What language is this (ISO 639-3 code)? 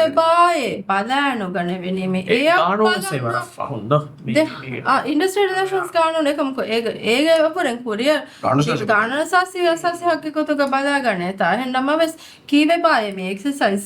div